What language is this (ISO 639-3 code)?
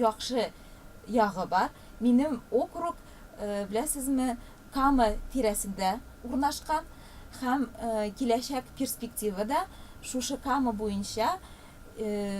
tat